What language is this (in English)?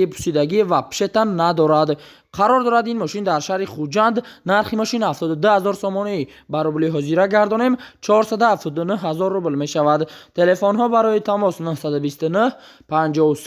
Tajik